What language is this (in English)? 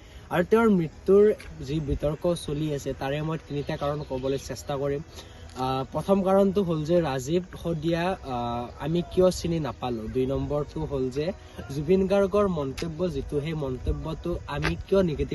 Assamese